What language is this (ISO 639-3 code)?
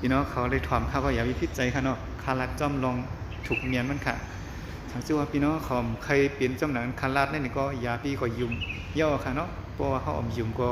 shn